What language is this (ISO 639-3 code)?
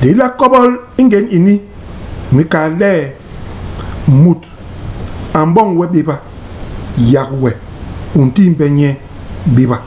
bas